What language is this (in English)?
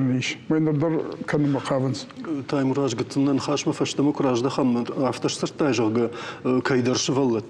Ossetic